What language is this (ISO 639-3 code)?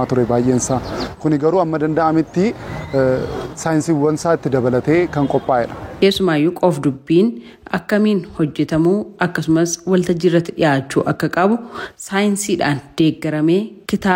orm